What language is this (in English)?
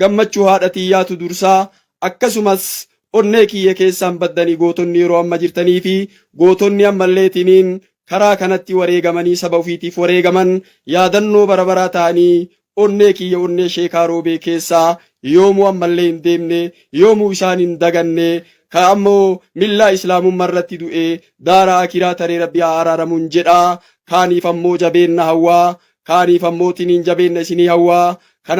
Oromo